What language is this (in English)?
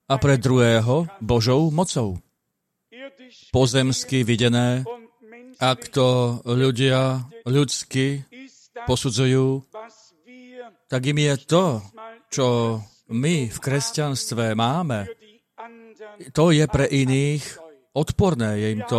Slovak